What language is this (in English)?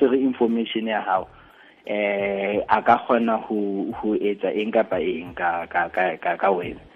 Southern Sotho